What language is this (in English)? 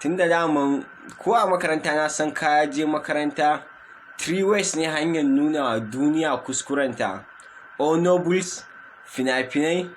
Hausa